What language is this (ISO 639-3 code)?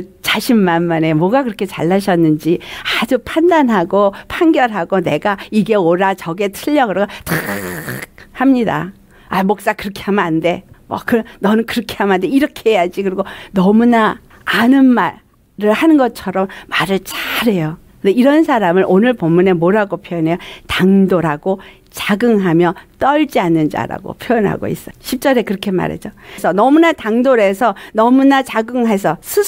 kor